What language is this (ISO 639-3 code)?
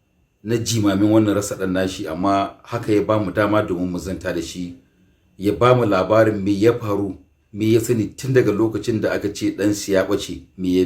hau